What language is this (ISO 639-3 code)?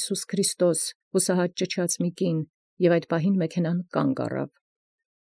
hye